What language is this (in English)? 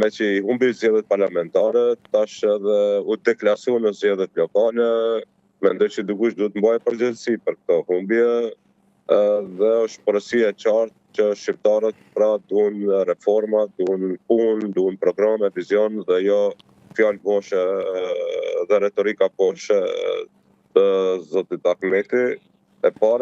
Albanian